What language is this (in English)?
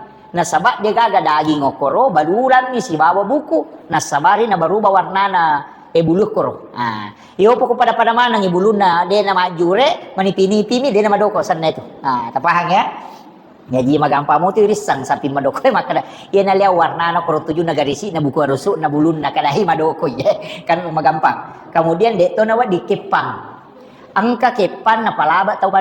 Buginese